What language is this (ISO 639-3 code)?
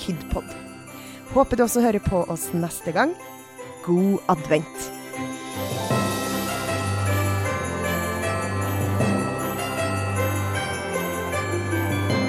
nor